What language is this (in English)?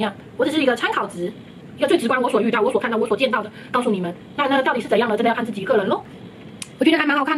Chinese